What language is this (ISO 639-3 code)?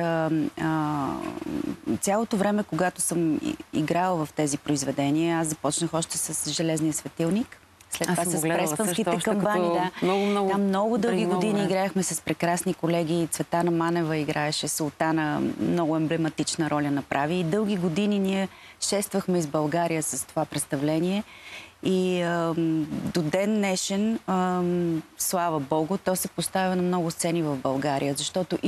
bul